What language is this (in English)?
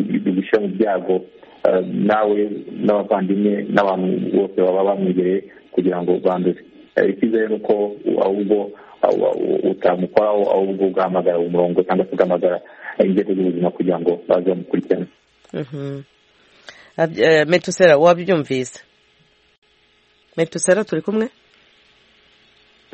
Kinyarwanda